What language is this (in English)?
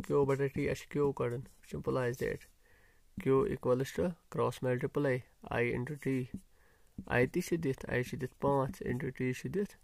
Kashmiri